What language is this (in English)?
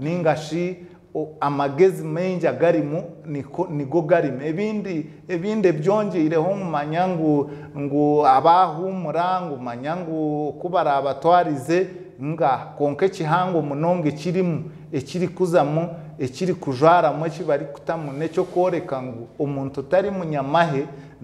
Nyankole